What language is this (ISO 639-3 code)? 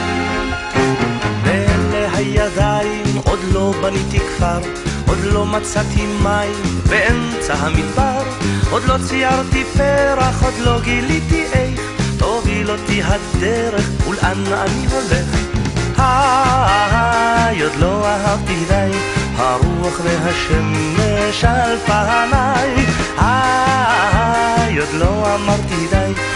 heb